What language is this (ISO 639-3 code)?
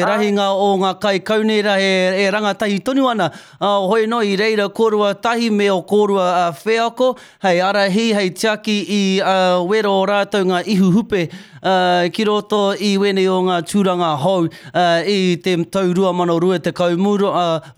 mri